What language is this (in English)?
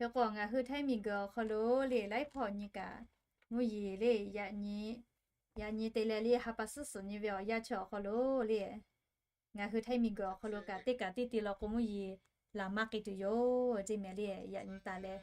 Lahu